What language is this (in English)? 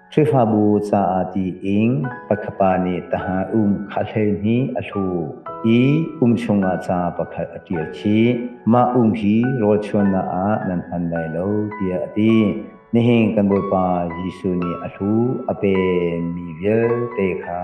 Hakha Chin